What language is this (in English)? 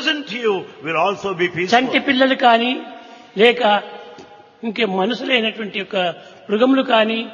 Telugu